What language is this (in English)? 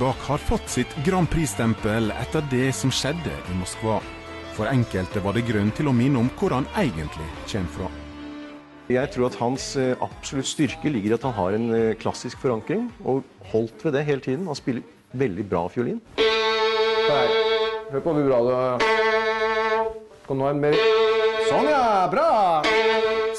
Norwegian